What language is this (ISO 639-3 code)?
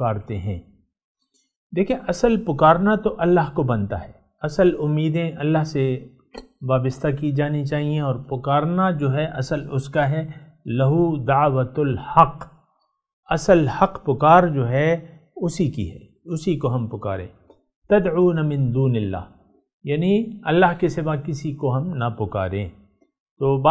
urd